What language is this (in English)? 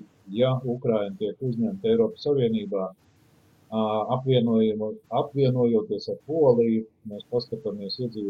Latvian